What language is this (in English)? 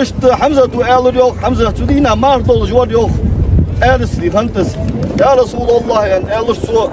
Ingush